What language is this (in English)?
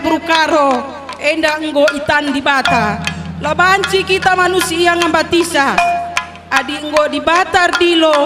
Batak Karo